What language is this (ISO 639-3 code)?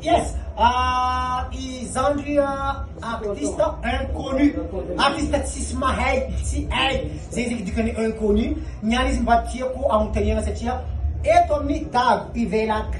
mlg